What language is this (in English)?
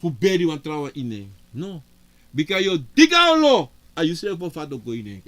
Sranan Tongo